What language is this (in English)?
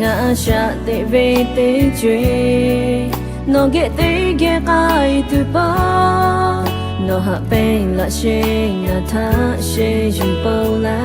Lahu